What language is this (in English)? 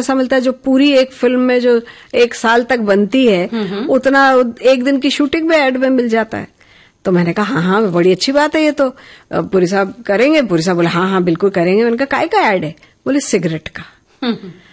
Hindi